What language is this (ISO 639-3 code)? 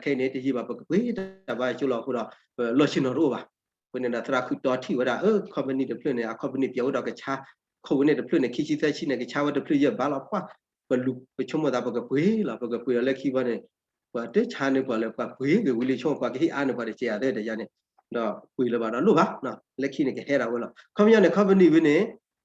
ksw